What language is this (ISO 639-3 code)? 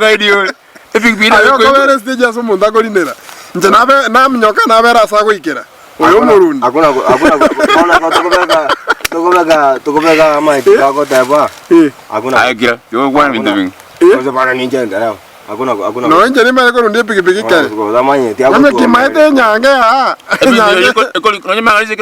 guz